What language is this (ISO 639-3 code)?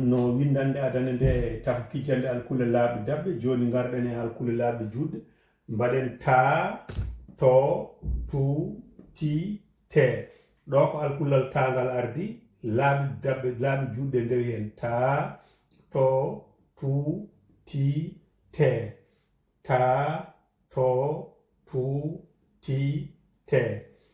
ful